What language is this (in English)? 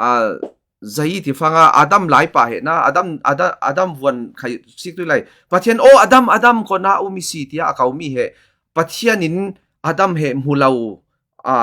Falam Chin